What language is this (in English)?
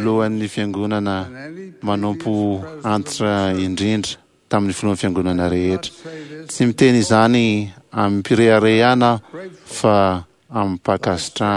Malagasy